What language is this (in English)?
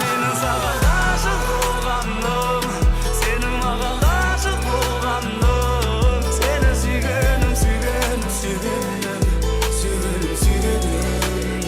Kara-Kalpak